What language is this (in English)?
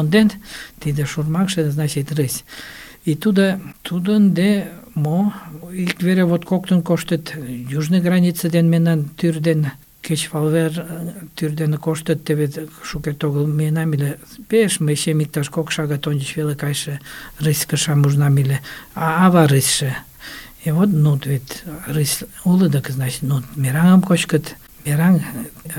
Mari